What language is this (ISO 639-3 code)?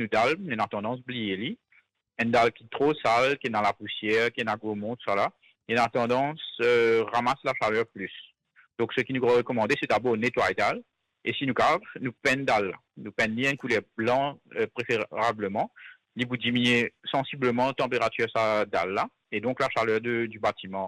mfe